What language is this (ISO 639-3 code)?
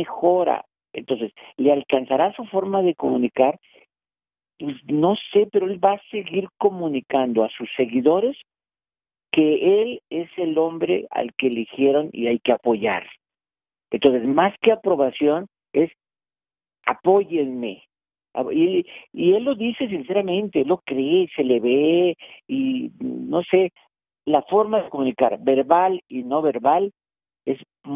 spa